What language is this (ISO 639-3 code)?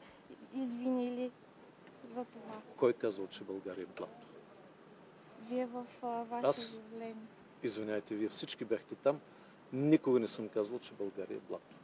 bul